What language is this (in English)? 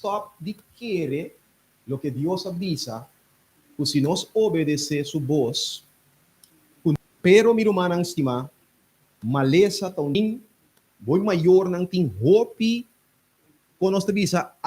Papiamento